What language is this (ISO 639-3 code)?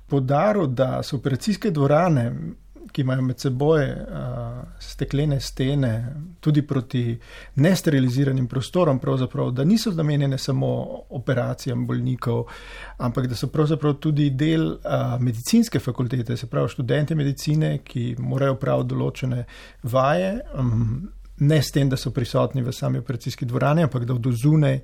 slv